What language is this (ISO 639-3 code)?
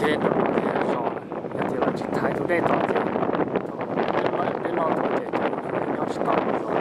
hmn